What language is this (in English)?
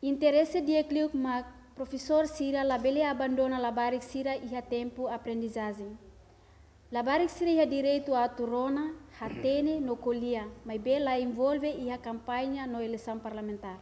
Tetum